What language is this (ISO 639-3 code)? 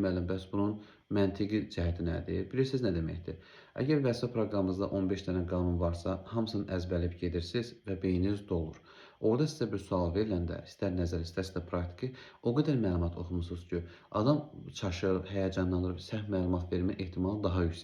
aze